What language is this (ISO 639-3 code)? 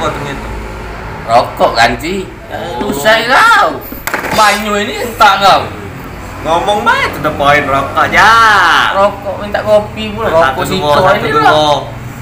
mui